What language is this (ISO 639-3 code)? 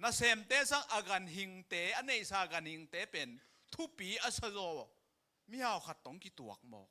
ctd